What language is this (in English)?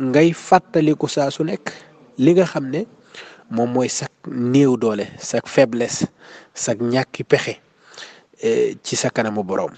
Wolof